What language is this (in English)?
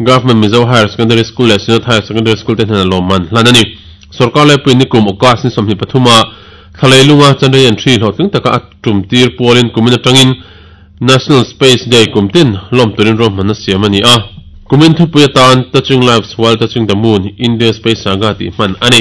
Mizo